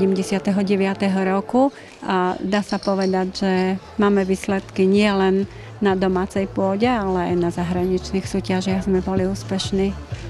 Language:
Slovak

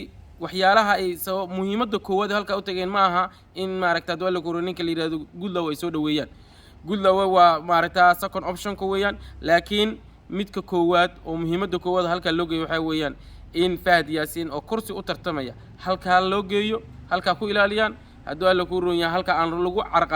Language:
Somali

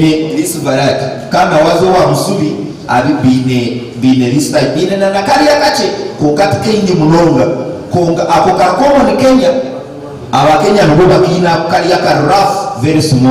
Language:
Nyankole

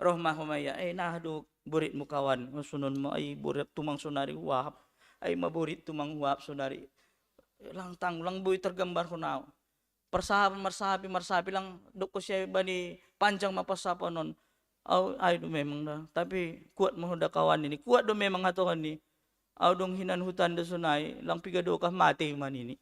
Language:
Batak Simalungun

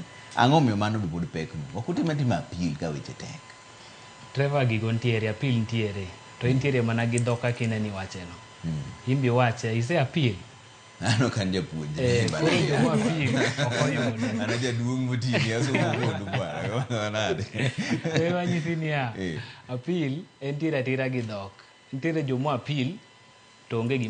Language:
Luo (Kenya and Tanzania)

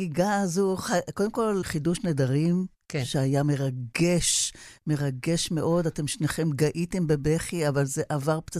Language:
Hebrew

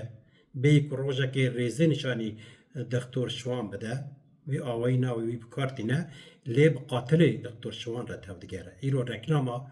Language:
Kurdish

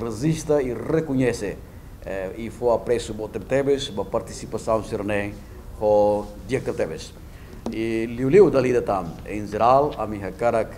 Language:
Tetum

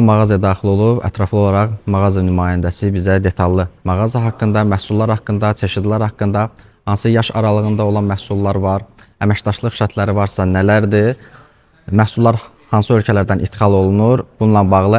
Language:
Azerbaijani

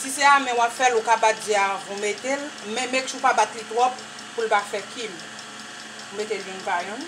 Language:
Haitian Creole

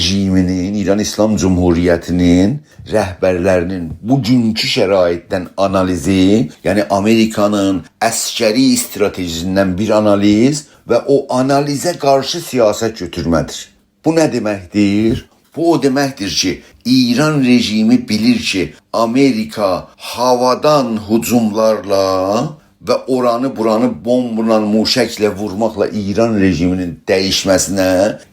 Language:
South Azerbaijani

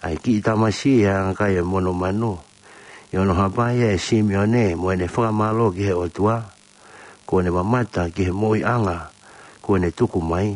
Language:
Tongan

